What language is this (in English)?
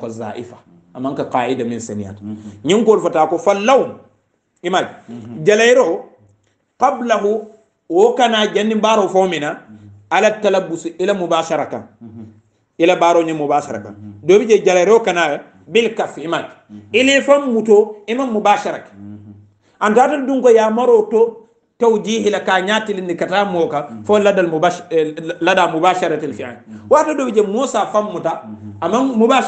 Hausa